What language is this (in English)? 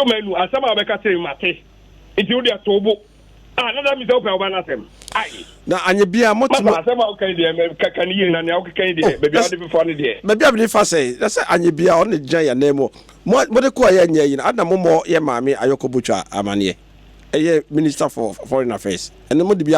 Akan